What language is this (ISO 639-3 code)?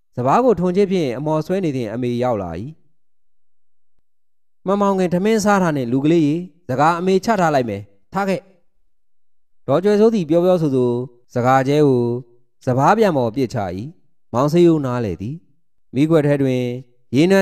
mya